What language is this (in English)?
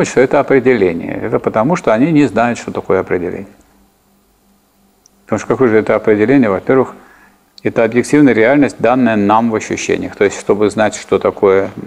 Russian